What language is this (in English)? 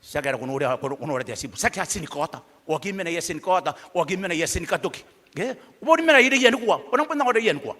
Gilbertese